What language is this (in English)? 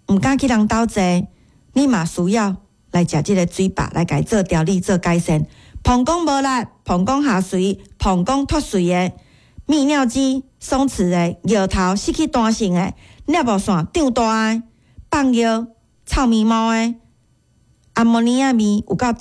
Min Nan Chinese